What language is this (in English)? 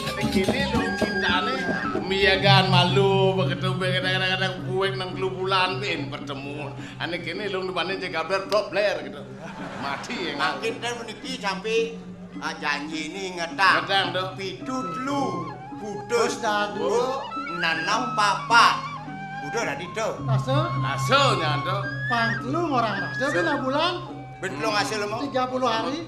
Balinese